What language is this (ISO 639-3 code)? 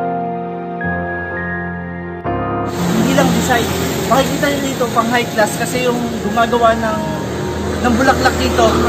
fil